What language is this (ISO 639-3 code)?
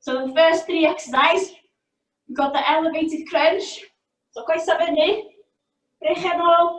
cym